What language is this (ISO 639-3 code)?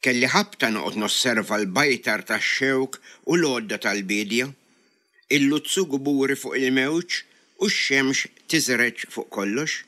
mlt